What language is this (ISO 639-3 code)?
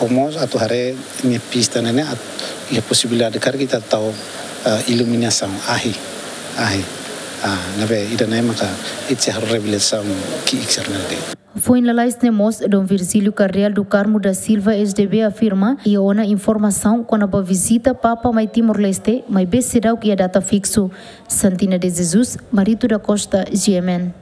tet